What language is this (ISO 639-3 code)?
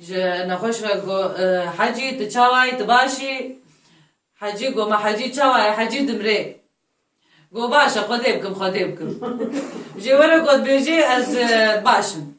kur